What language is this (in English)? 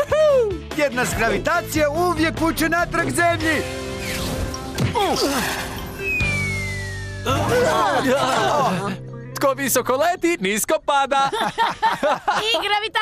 Croatian